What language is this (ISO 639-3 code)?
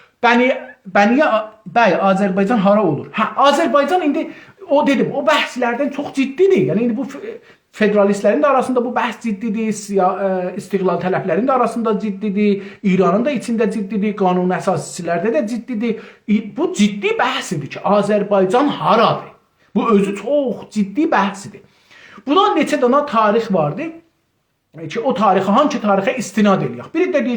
azb